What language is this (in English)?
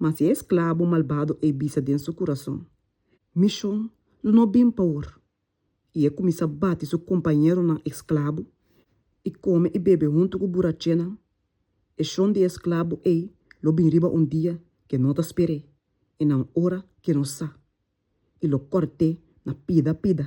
Papiamento